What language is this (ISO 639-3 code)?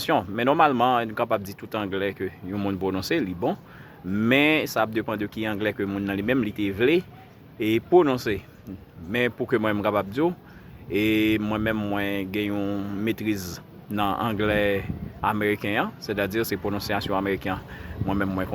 hat